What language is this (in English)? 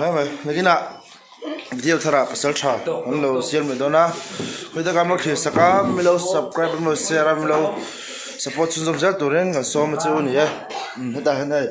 Mizo